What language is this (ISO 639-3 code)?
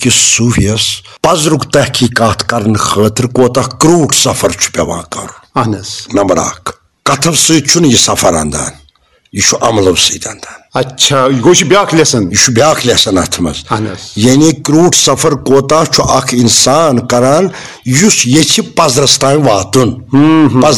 kas